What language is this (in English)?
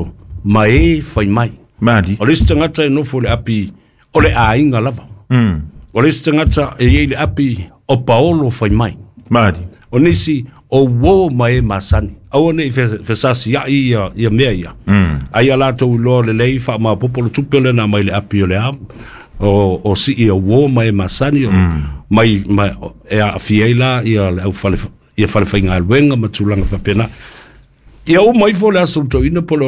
Samoan